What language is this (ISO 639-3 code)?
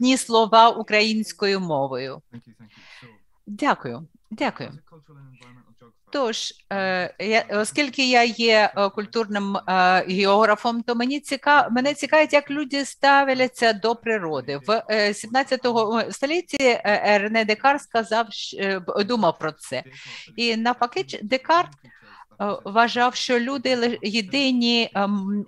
ukr